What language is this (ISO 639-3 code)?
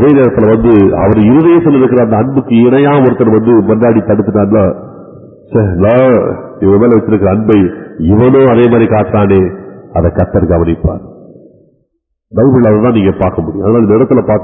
tam